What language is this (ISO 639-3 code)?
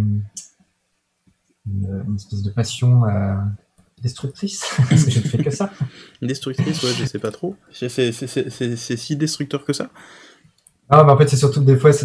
fra